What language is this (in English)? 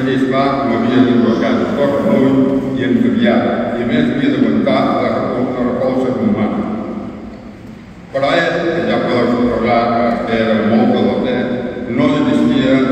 Catalan